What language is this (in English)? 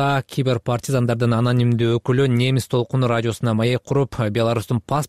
Kyrgyz